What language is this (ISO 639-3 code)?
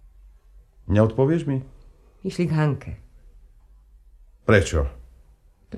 slk